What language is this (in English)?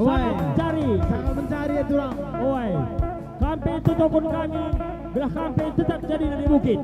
Batak Karo